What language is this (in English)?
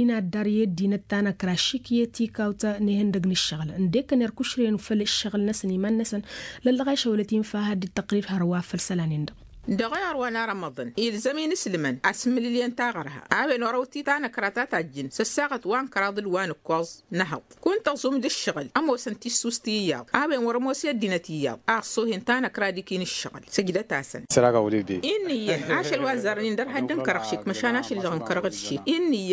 Tamasheq